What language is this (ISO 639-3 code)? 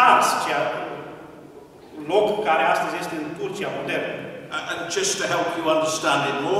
ron